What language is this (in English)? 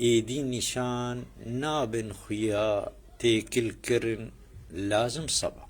Kurdish